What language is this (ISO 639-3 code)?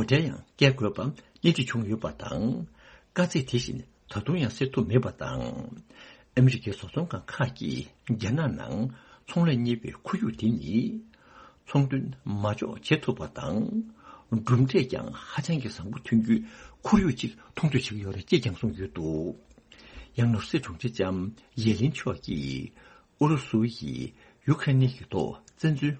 bod